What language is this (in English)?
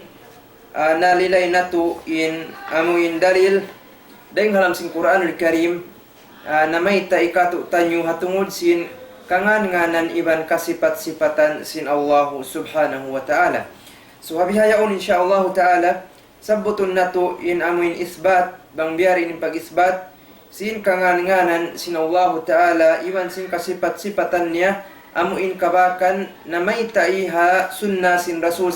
Tausug